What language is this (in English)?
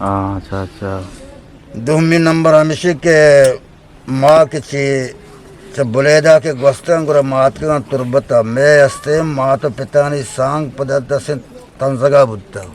Eastern Balochi